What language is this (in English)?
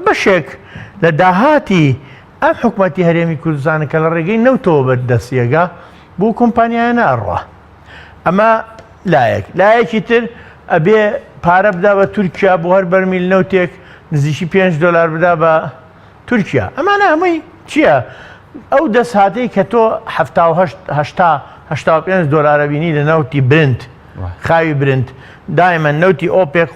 Central Kurdish